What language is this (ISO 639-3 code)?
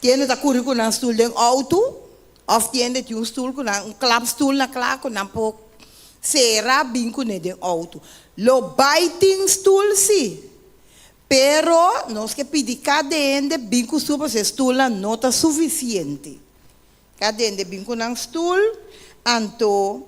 pap